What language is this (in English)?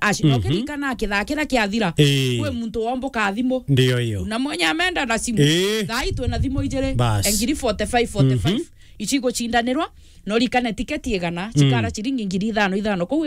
Meru